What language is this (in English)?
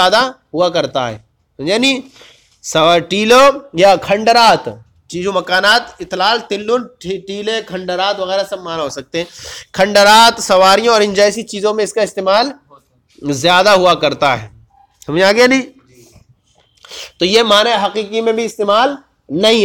Urdu